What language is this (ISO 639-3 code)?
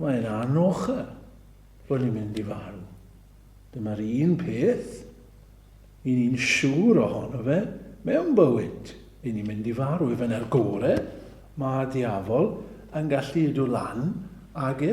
cym